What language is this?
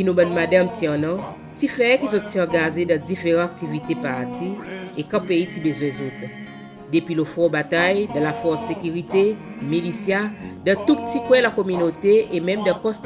Seselwa Creole French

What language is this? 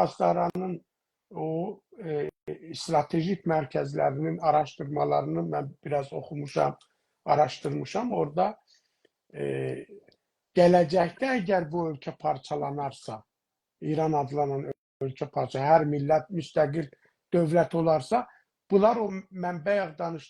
South Azerbaijani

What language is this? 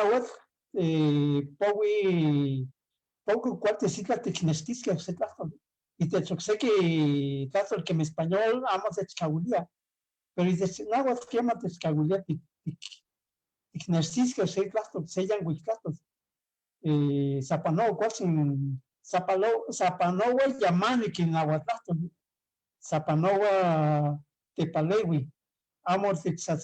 Eastern Huasteca Nahuatl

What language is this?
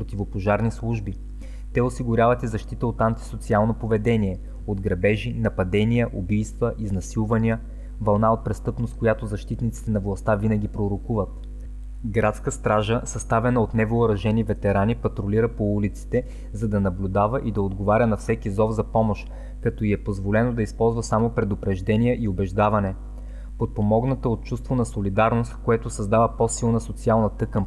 Bulgarian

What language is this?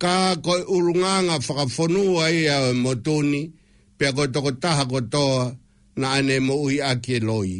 Tongan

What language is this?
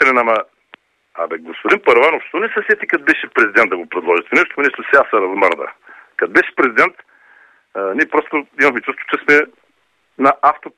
Bulgarian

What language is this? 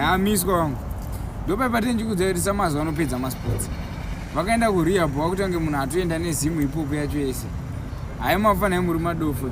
Shona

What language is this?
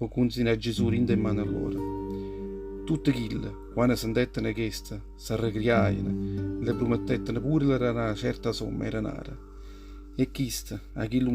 Neapolitan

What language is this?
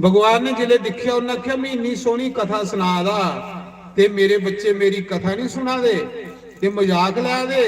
Dogri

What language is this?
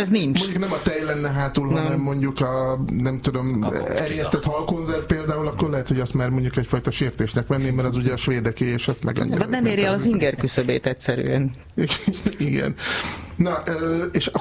Hungarian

